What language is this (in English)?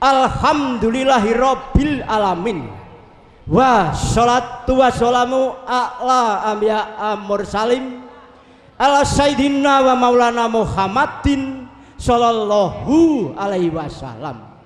Javanese